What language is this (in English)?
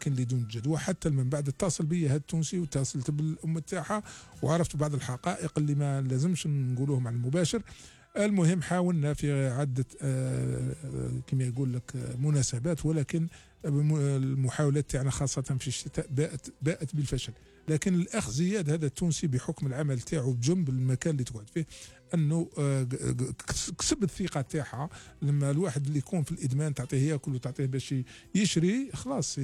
Algerian Arabic